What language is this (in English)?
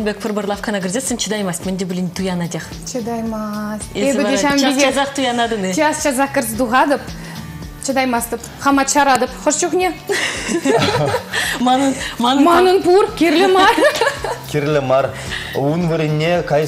Chuvash